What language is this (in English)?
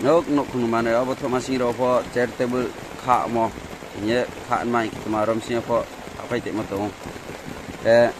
Riang (India)